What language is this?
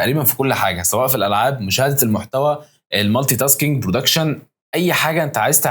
Egyptian Arabic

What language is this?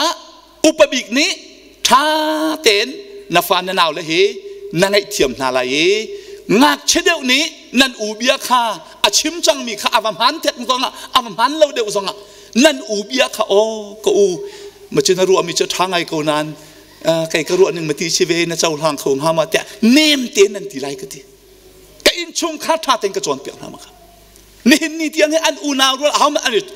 Hakha Chin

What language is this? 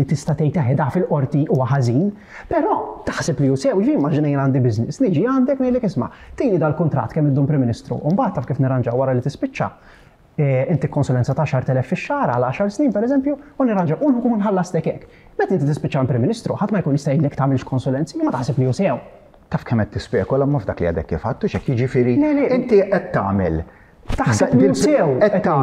Maltese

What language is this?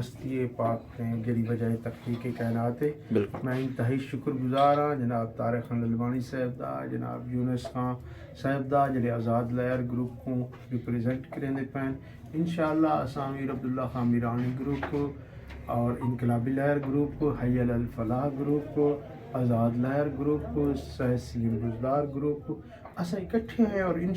Eastern Balochi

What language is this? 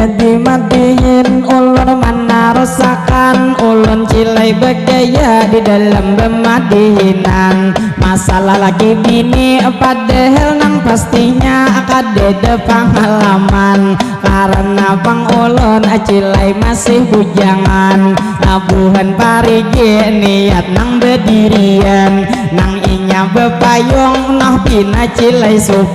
Banjar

